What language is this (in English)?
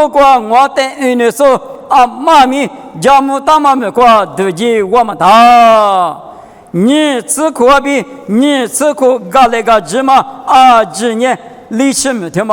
Lisu